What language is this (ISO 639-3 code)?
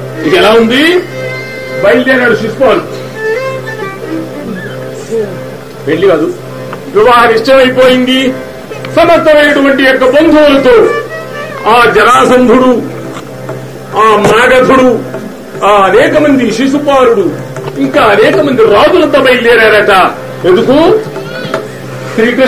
tel